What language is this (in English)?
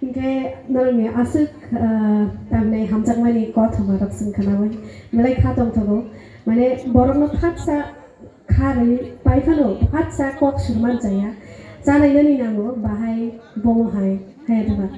Kok Borok